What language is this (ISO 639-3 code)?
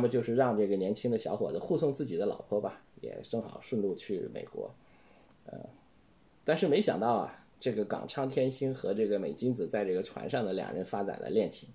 zho